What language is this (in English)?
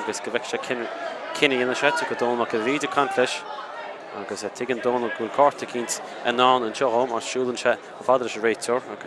Irish